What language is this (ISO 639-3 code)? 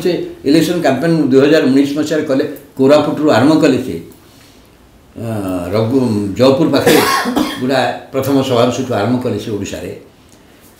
ori